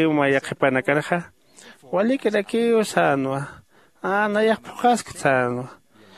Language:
Aymara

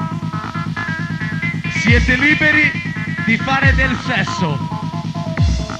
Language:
Italian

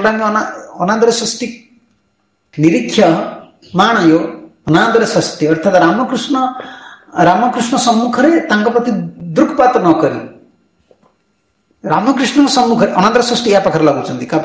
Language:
Odia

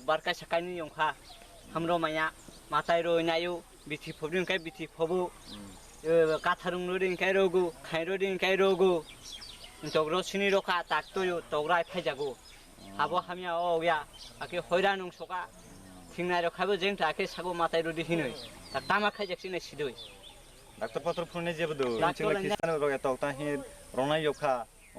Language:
Kok Borok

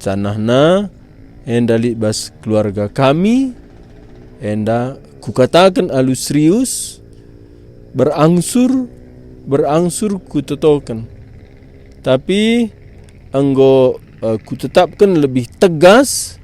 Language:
Batak Karo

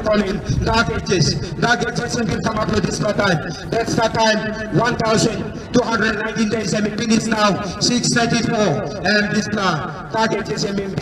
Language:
Tok Pisin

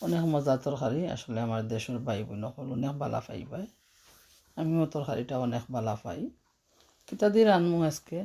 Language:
Sylheti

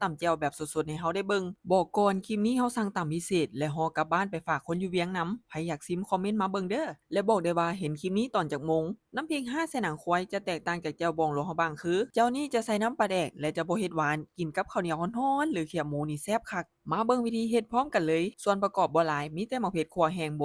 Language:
Lao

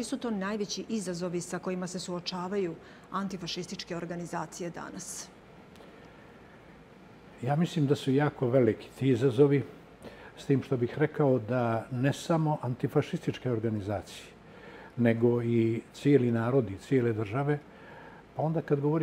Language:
Bosnian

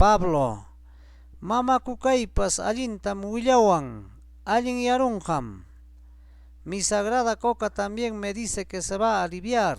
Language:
Ayacucho Quechua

